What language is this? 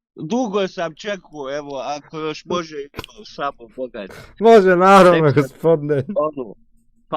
Bosnian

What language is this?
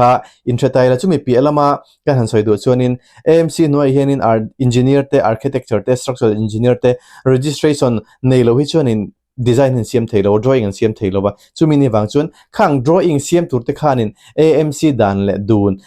Mizo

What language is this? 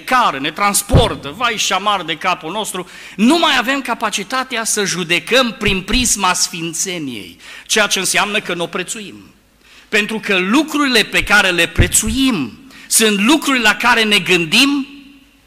Romanian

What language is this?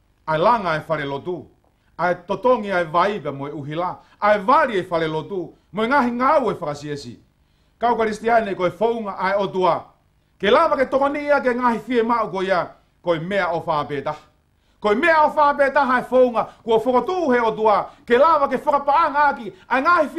Tongan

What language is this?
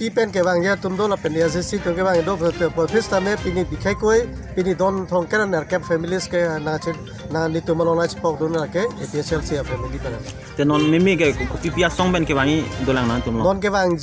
Karbi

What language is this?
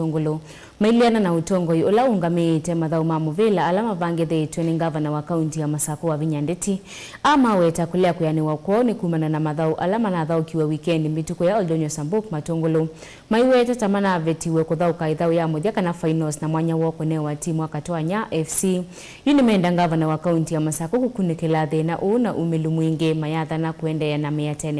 Kamba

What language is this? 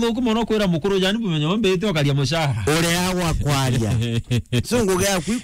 Meru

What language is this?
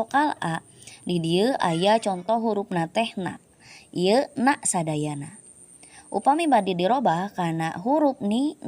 Sundanese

